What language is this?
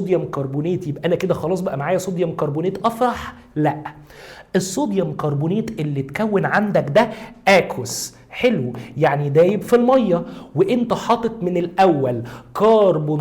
Egyptian Arabic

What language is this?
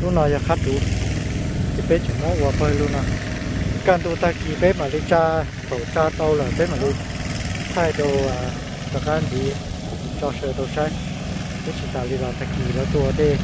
Hmong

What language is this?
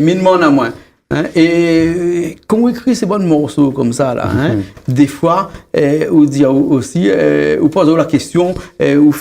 Réunion Creole French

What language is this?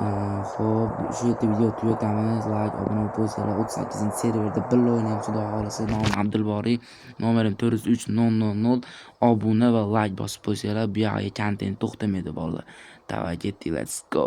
Uzbek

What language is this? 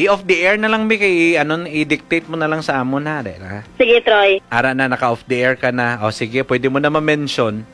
Hiligaynon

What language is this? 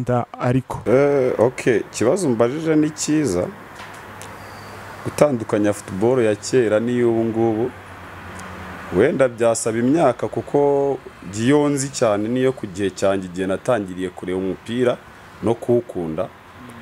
Kinyarwanda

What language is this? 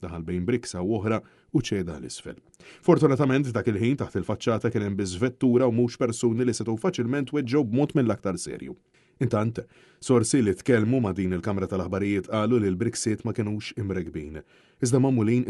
Maltese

